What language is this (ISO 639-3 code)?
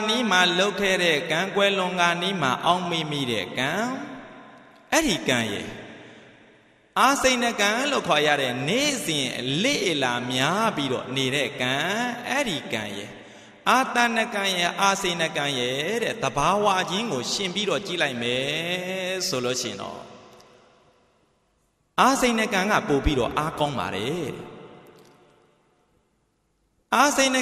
mya